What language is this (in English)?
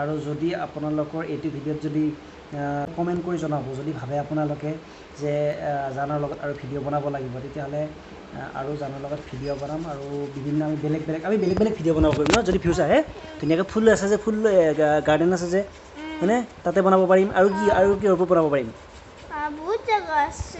Assamese